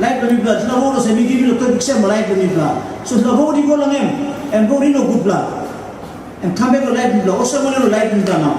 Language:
Tok Pisin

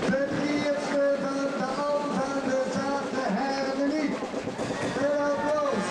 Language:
Limburgish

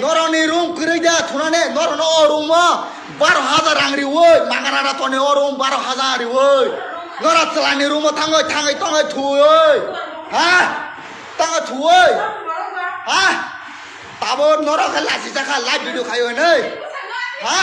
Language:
Kok Borok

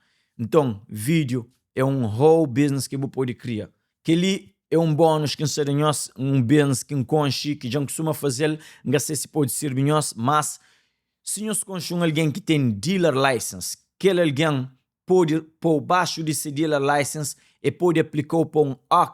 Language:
Kabuverdianu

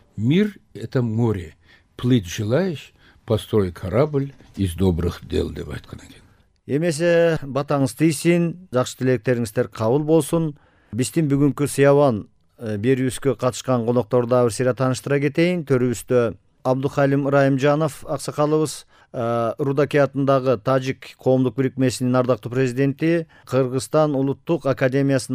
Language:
Kyrgyz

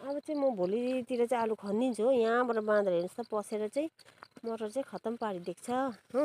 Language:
Nepali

